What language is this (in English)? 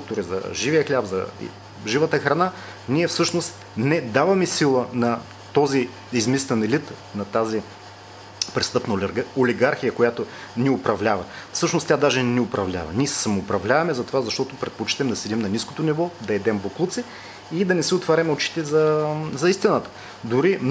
Bulgarian